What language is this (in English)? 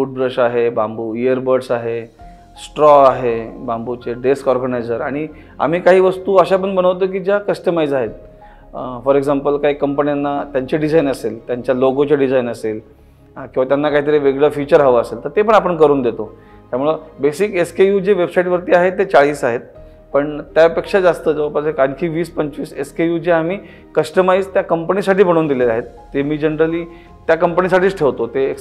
Marathi